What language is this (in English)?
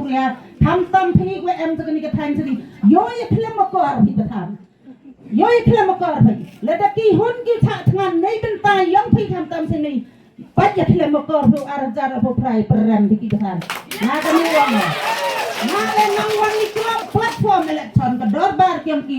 Khasi